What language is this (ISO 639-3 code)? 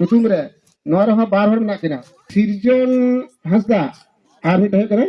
sat